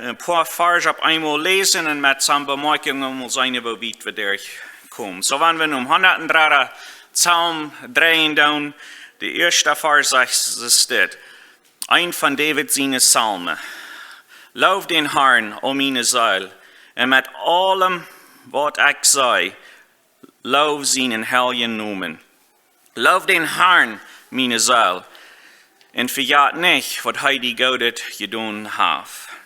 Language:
Plautdietsch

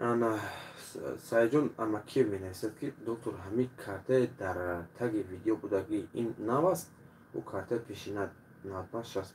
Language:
Tajik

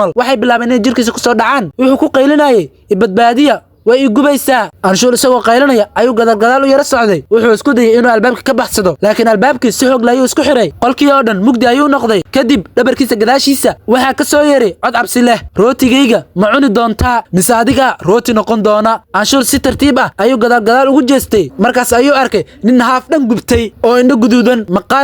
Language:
Somali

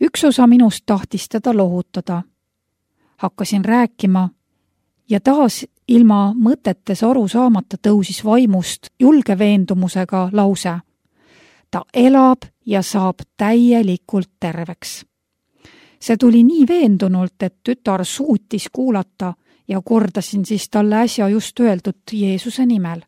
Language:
Estonian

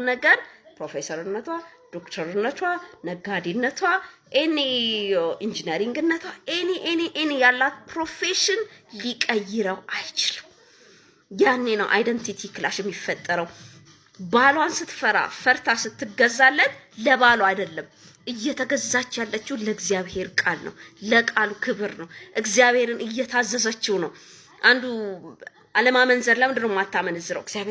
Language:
Amharic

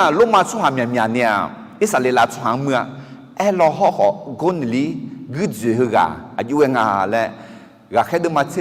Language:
Akha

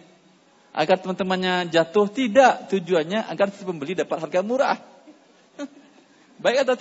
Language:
Indonesian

